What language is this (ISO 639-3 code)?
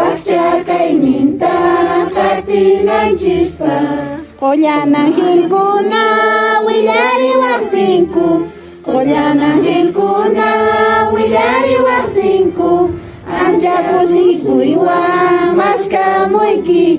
que